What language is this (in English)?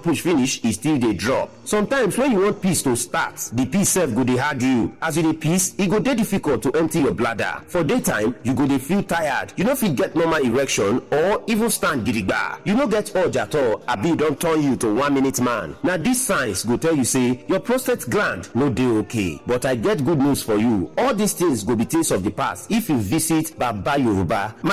Nigerian Pidgin